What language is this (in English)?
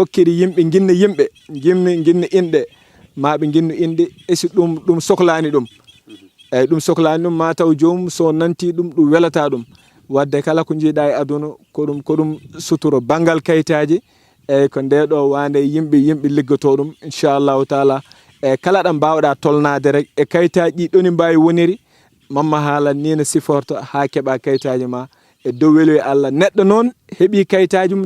Fula